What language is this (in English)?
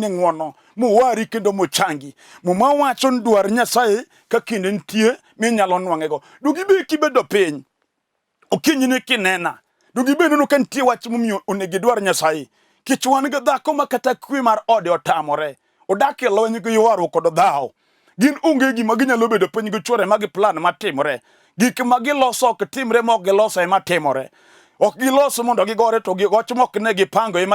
Luo (Kenya and Tanzania)